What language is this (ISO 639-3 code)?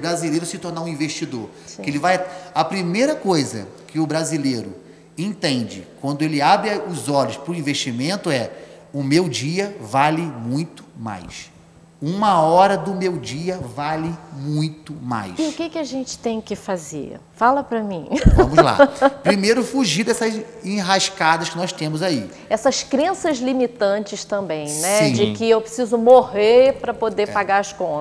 por